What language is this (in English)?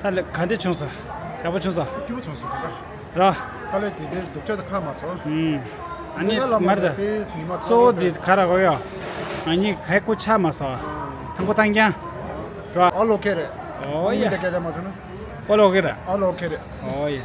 Tibetan